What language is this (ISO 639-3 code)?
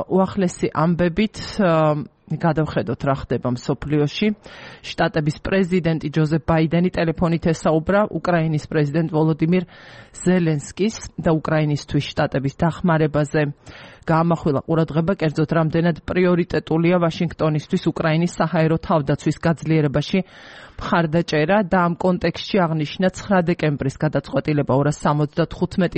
kat